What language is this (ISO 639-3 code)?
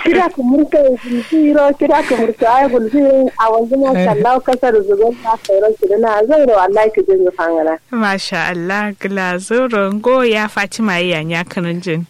kau